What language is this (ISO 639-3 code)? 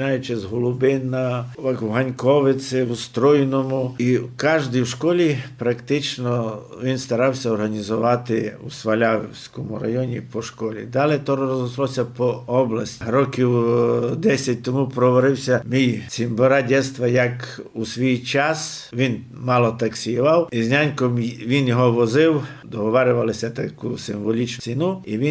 rue